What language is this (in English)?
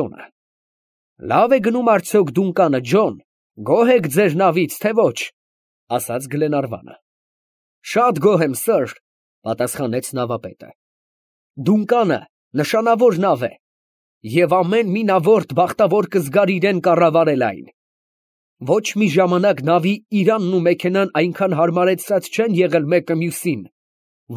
Armenian